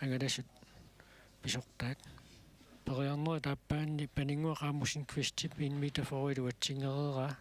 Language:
Kalaallisut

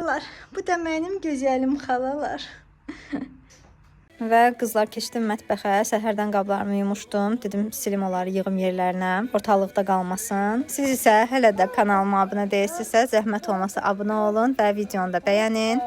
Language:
Azerbaijani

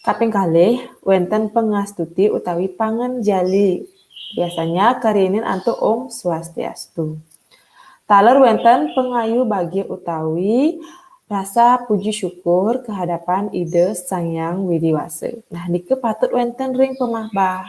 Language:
Balinese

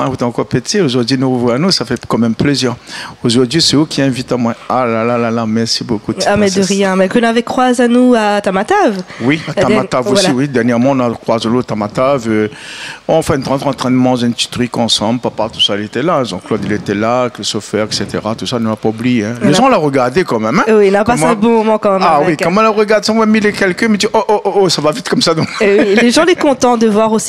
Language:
Réunion Creole French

